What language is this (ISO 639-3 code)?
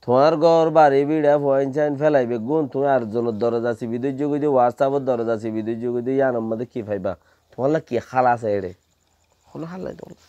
rhg